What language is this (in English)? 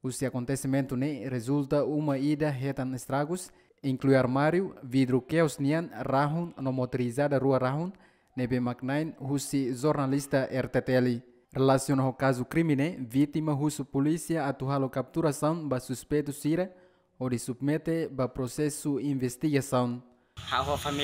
Tetum